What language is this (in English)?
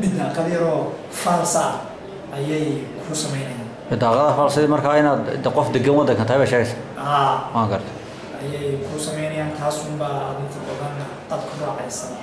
Somali